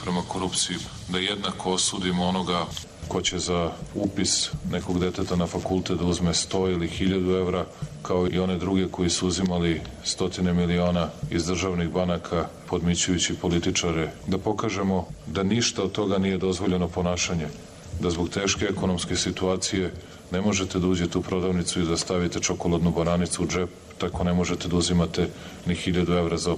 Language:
Serbian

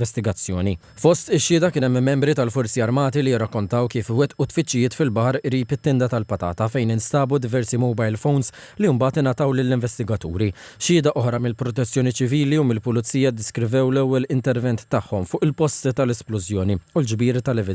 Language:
Maltese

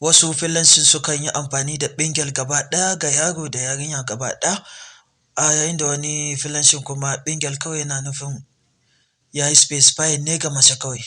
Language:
Hausa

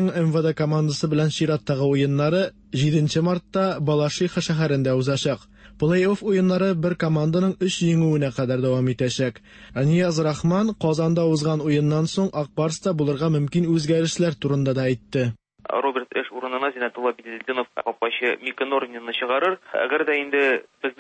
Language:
Tatar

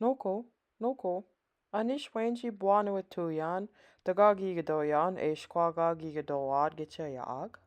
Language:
Chippewa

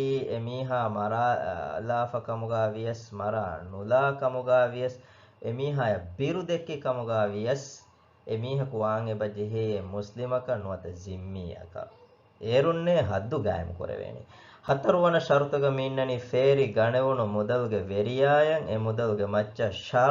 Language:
Divehi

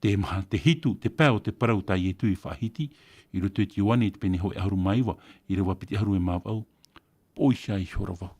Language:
Tahitian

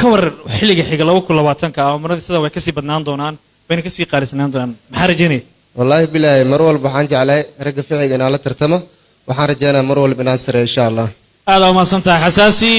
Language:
Somali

